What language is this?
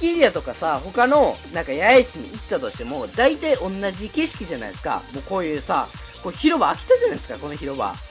Japanese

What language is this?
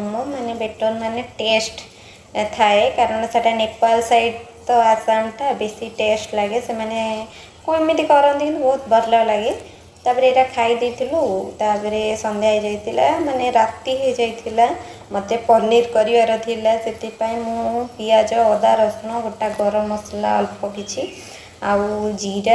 Odia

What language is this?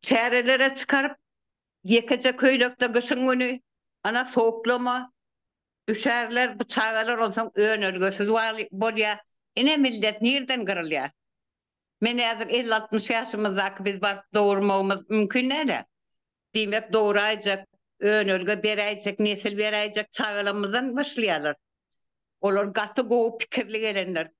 Turkmen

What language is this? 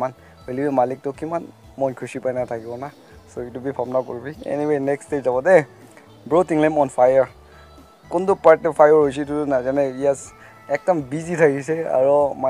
Naga Pidgin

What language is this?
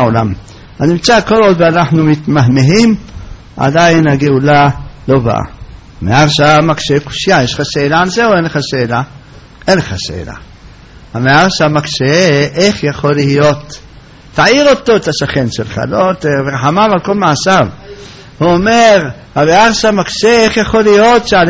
Hebrew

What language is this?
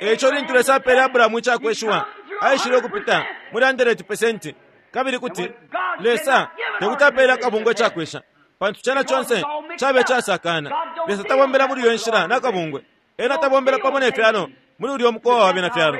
Bemba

